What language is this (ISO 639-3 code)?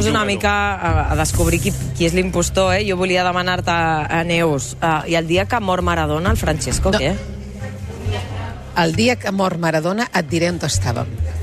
cat